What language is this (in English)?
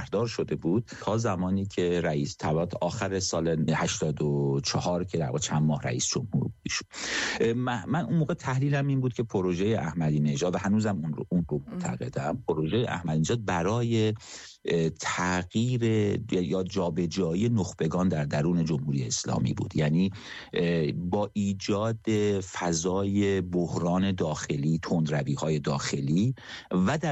Persian